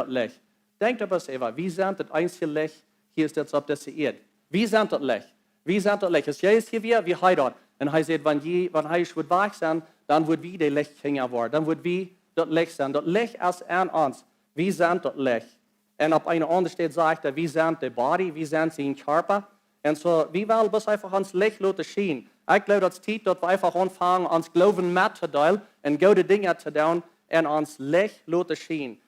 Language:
Plautdietsch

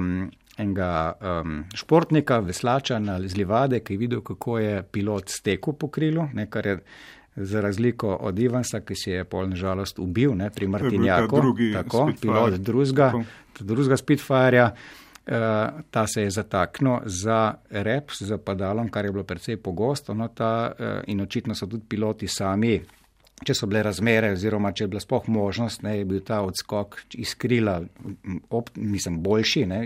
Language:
Slovenian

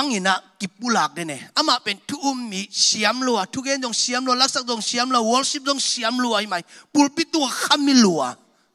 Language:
Tedim Chin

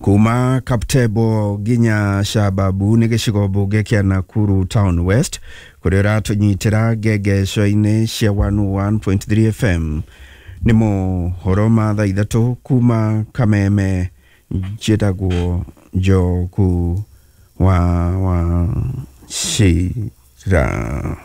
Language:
Kikuyu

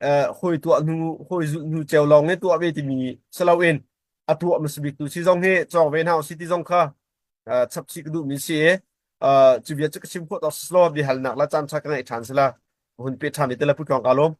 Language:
Hakha Chin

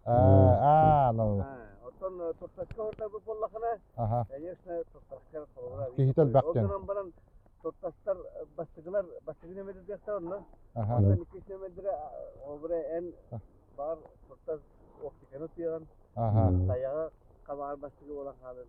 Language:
Yakut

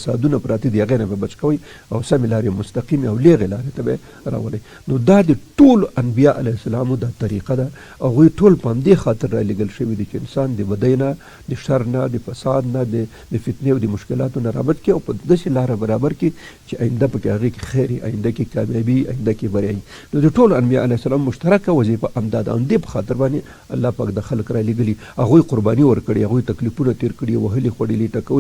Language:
Pashto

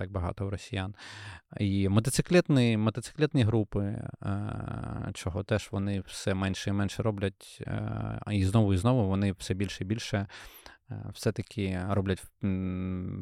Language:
Ukrainian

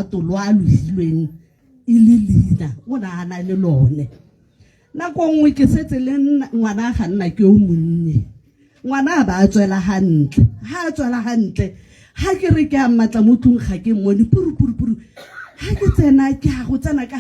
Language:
Tswana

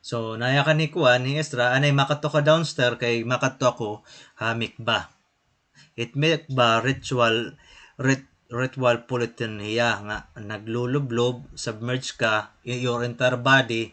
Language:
Waray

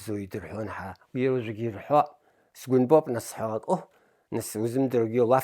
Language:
Abkhazian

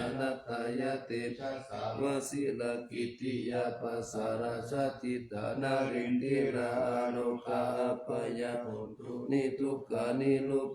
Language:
Pali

